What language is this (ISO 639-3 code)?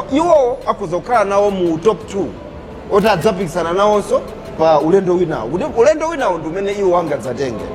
nya